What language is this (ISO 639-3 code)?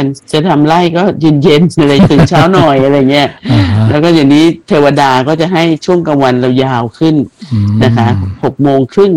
tha